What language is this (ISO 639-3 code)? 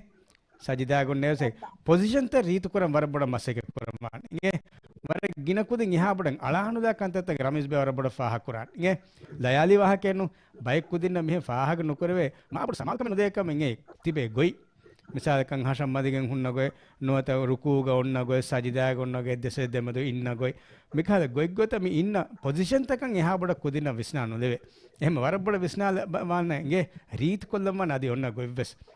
div